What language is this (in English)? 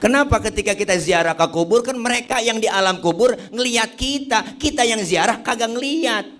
Betawi